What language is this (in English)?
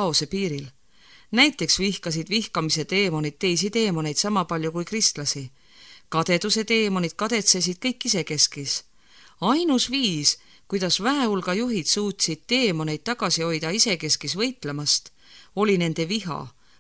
Estonian